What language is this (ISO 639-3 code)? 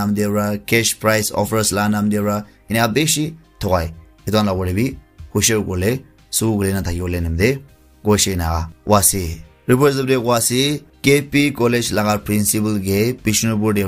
nag